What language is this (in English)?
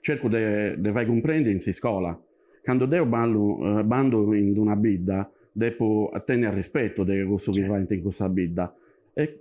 Sardinian